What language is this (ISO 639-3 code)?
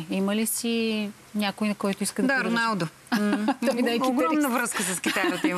bul